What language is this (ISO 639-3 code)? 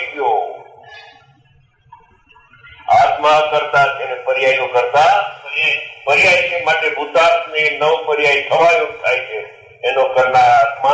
guj